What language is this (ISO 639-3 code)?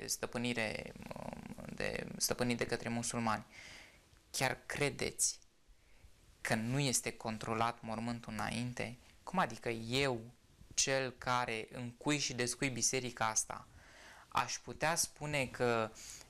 ron